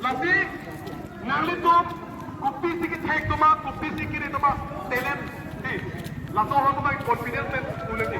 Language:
Karbi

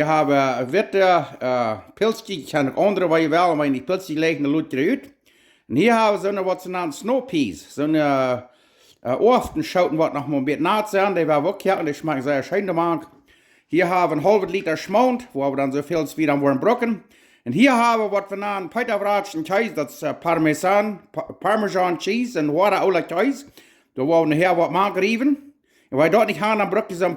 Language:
Plautdietsch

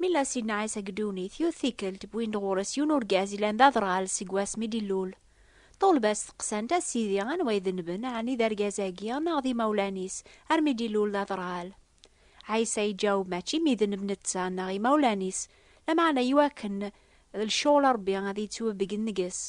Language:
Kabyle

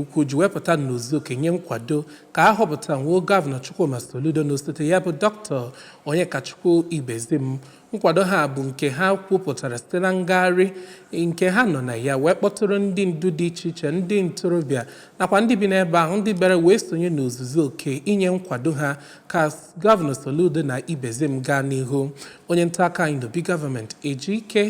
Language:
Igbo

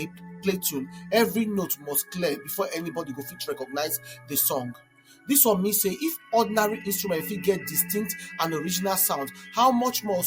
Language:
Nigerian Pidgin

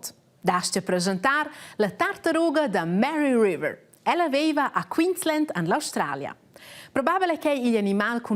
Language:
Romansh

